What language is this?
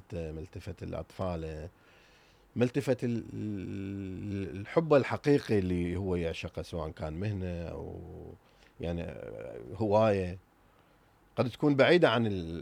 Mesopotamian Arabic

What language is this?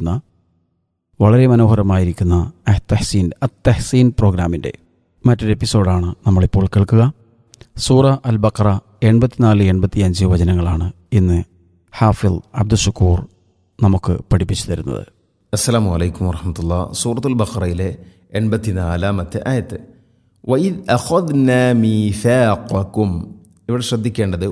Malayalam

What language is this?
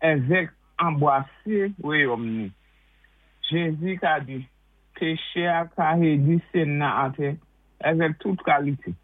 Saint Lucian Creole French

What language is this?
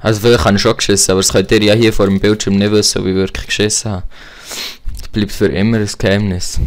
Swiss German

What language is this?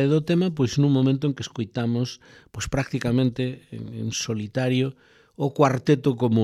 Galician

